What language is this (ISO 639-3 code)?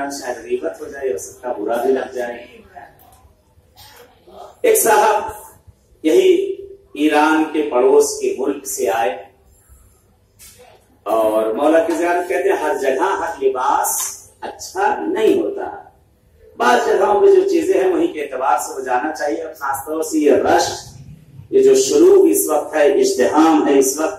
urd